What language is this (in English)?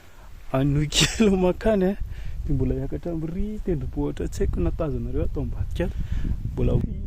Malagasy